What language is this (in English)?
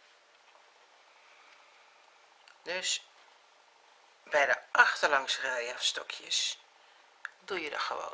Dutch